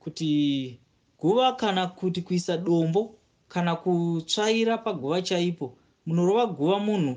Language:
Shona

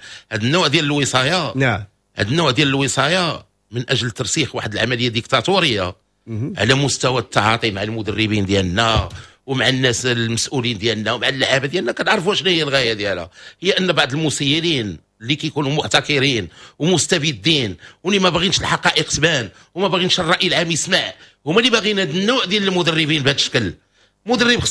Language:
Moroccan Arabic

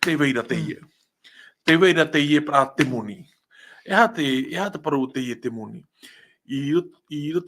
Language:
Tahitian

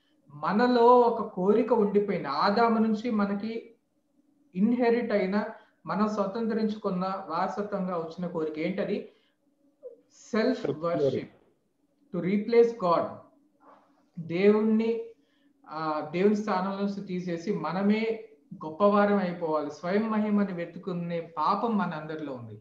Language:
Telugu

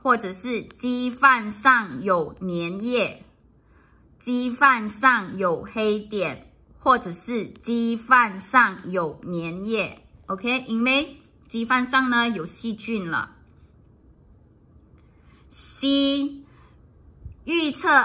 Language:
Chinese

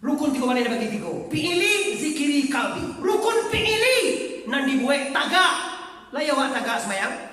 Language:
Minangkabau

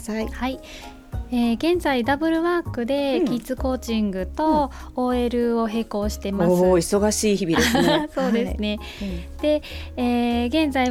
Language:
Japanese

